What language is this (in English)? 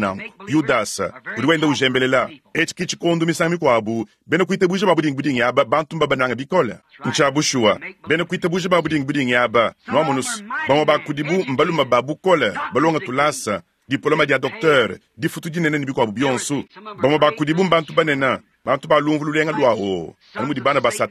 Luba-Lulua